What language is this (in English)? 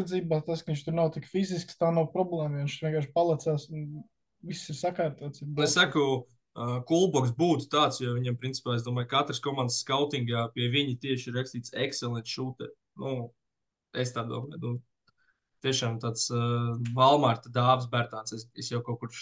Latvian